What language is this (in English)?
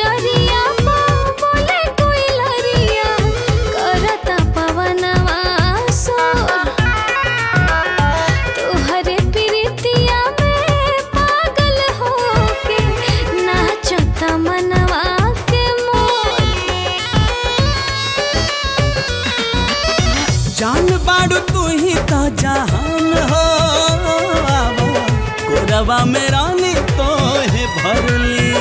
Bhojpuri